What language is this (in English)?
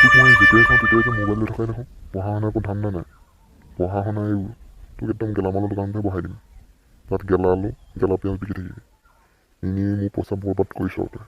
Assamese